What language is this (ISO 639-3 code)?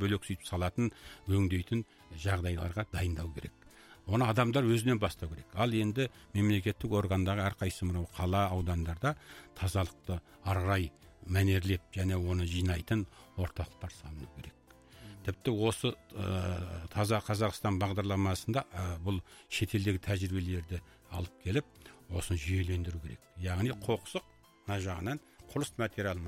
kaz